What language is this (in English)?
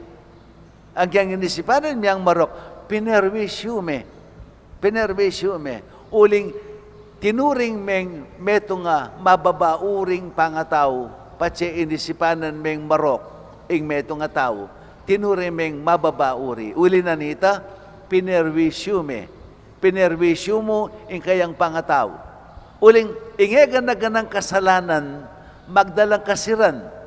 Pampanga